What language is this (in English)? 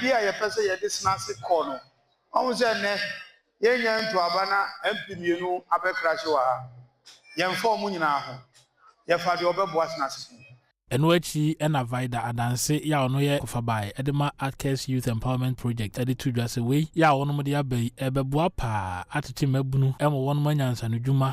Akan